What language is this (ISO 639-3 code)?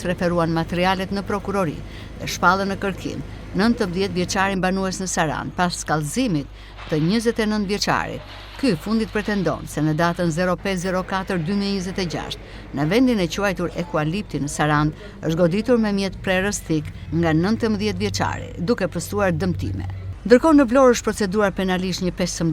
sqi